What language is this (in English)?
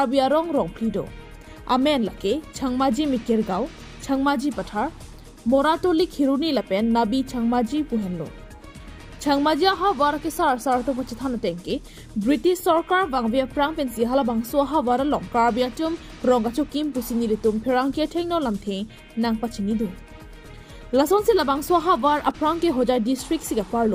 Karbi